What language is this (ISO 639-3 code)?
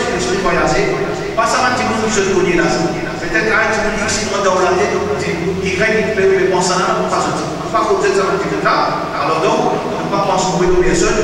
mfe